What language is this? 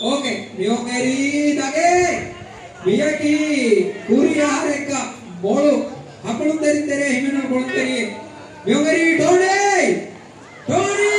Divehi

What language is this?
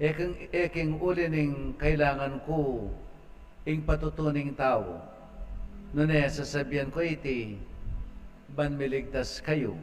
Pampanga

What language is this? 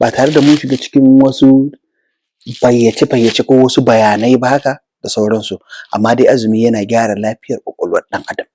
Hausa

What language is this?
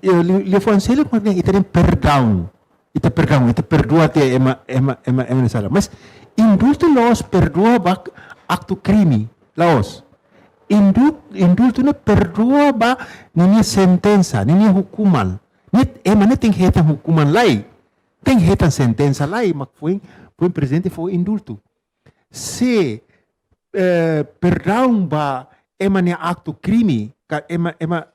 Tetum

